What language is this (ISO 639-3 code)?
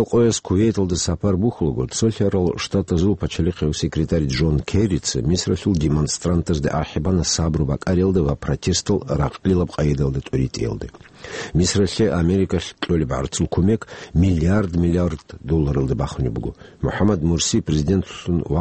ava